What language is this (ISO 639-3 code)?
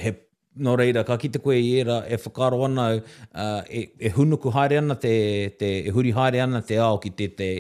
mri